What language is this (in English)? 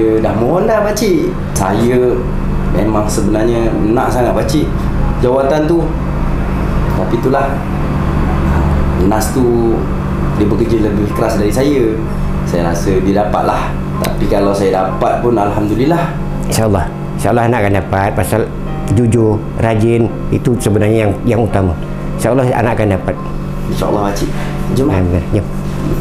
Malay